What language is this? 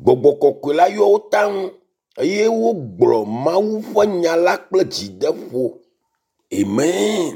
Ewe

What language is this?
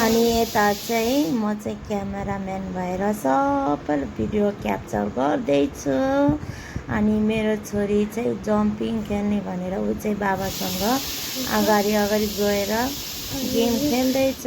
Nepali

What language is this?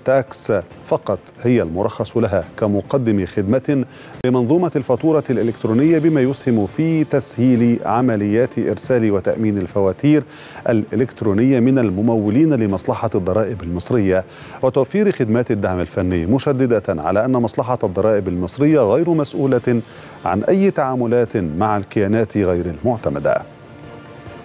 Arabic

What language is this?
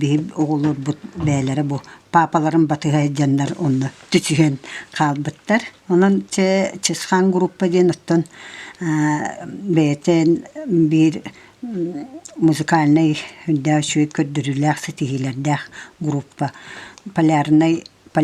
Yakut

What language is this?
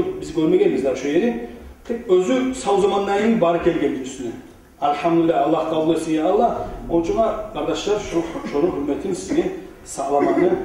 Kumyk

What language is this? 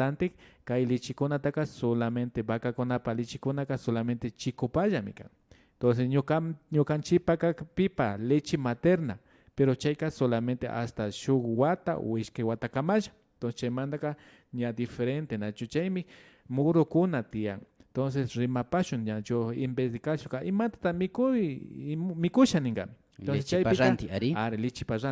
Imbabura Highland Quichua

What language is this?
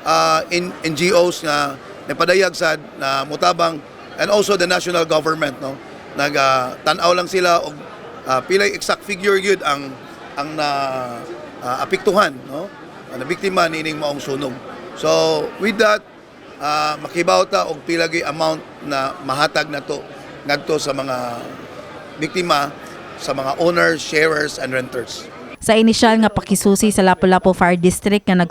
Cebuano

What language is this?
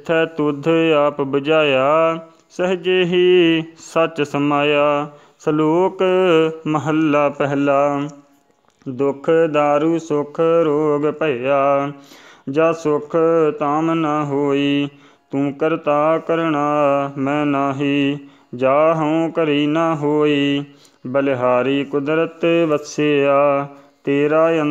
Punjabi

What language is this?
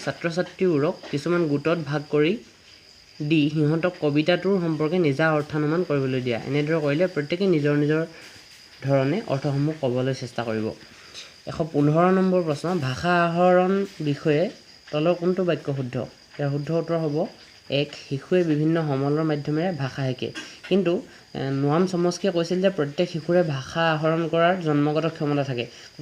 Assamese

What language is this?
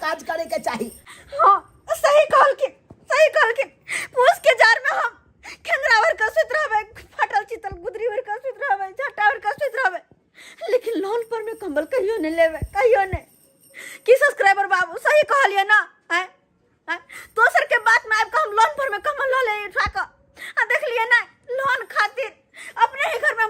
Maithili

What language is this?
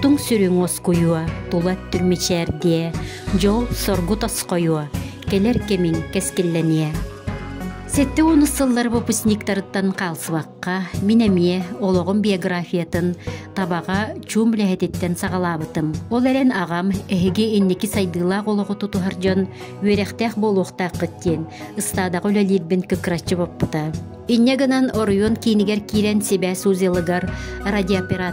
Yakut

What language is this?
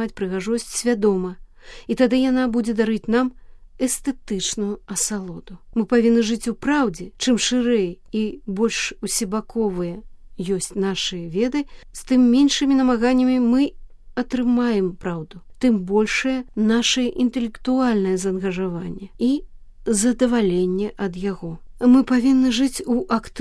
Belarusian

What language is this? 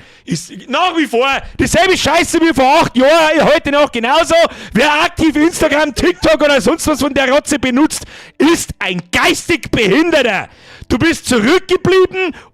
Bavarian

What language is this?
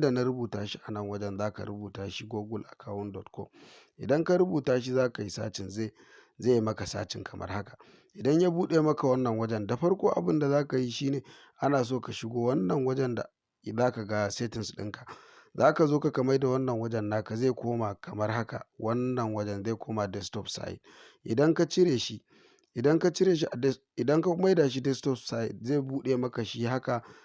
Hausa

